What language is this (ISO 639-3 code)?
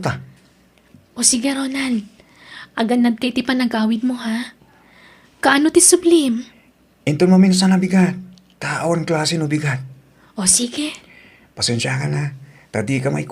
ilo